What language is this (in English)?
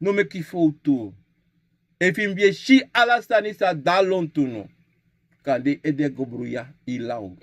Sranan Tongo